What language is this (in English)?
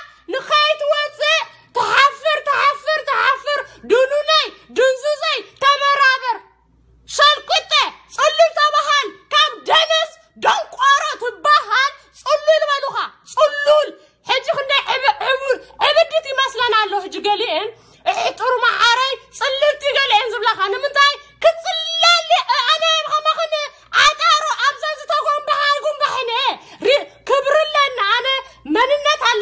Tigrinya